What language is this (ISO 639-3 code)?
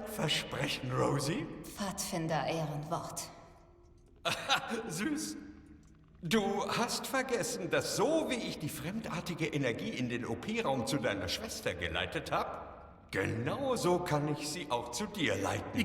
bar